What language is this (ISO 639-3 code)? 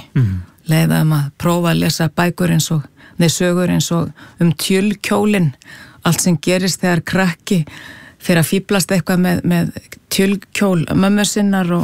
isl